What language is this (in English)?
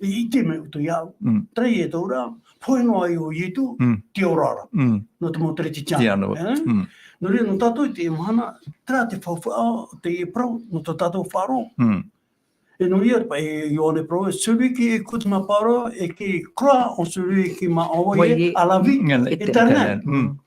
Tahitian